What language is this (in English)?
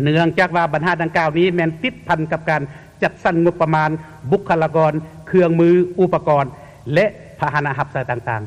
Lao